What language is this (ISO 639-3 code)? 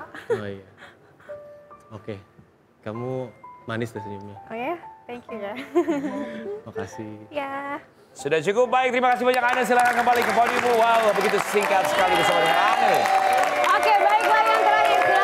ind